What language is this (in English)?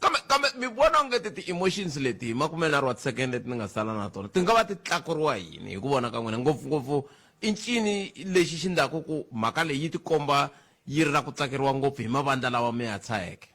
Tsonga